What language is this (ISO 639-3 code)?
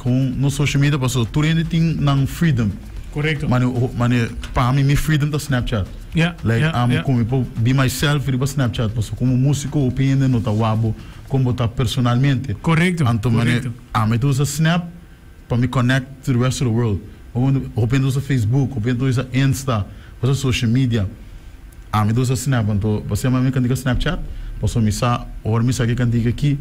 pap